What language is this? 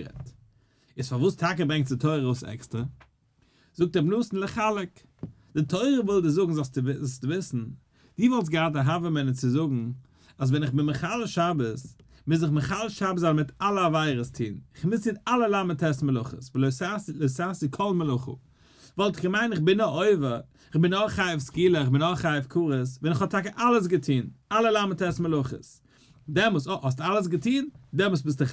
Yiddish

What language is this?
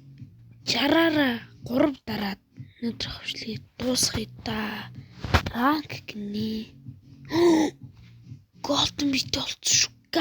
Mongolian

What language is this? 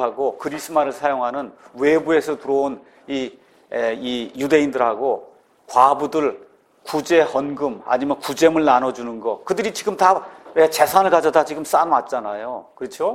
Korean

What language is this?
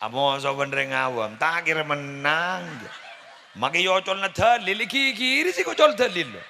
Madurese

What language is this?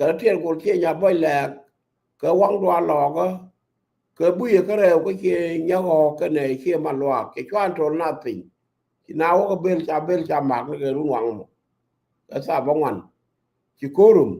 Nuer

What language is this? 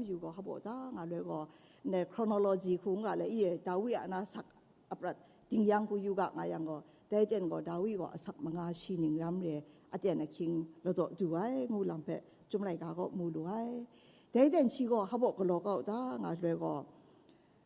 Kachin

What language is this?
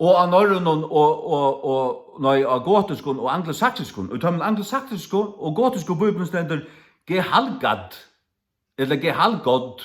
Faroese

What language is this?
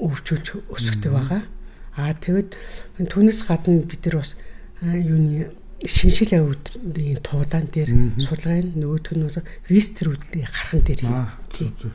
Mongolian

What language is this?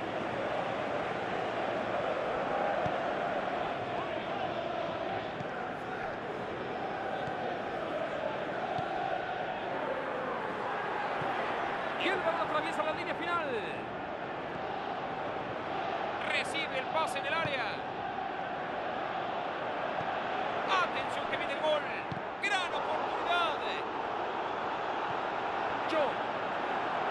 Spanish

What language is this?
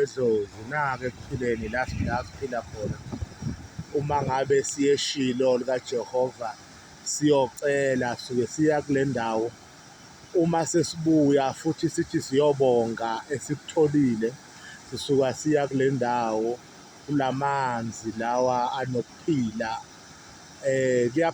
Zulu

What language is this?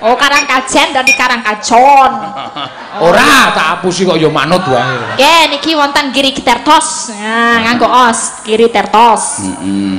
Javanese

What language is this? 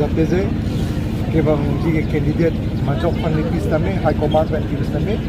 Karbi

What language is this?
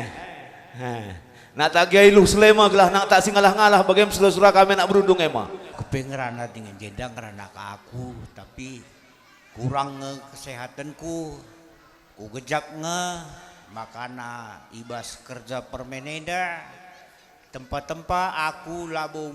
Batak Karo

